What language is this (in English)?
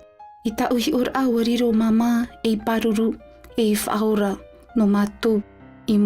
Tahitian